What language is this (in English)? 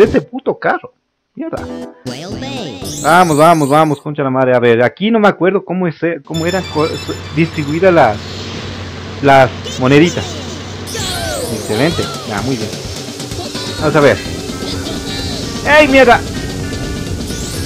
Spanish